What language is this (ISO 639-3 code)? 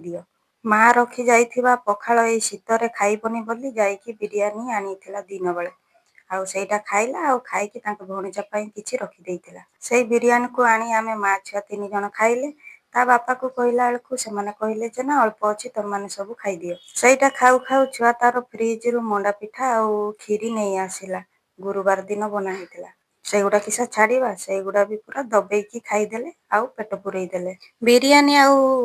ori